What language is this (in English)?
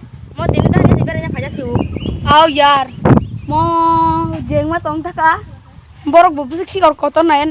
Kok Borok